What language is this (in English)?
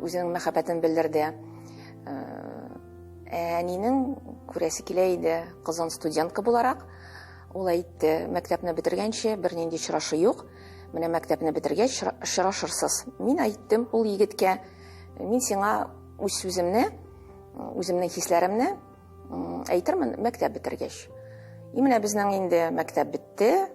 Tatar